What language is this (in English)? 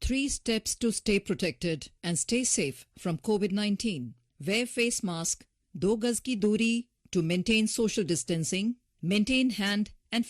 Khasi